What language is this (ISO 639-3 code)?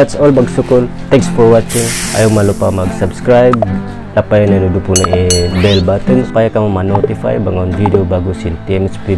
tsg